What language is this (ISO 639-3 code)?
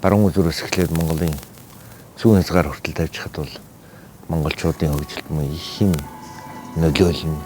mon